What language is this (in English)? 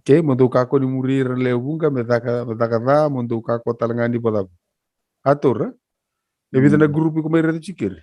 Fijian